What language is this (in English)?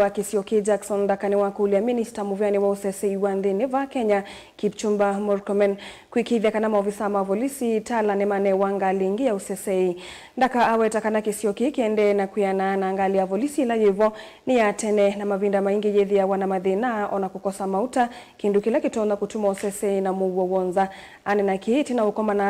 Kamba